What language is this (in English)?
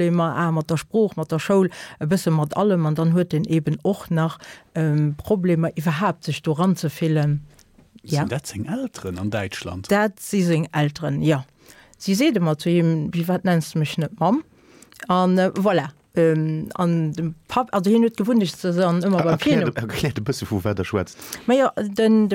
Luxembourgish